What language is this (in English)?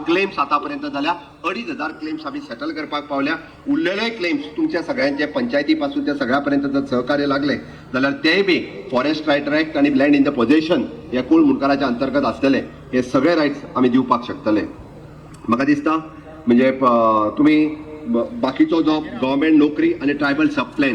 Konkani